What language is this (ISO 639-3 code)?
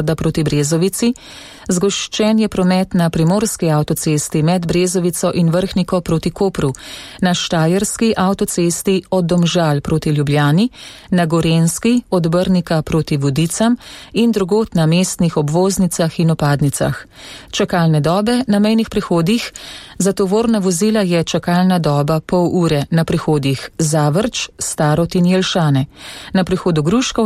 slv